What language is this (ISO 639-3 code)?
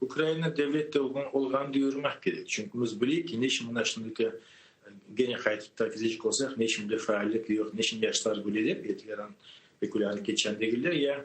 crh